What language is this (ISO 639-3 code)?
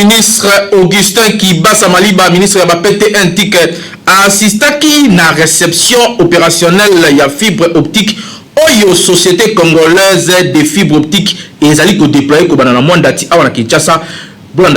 lin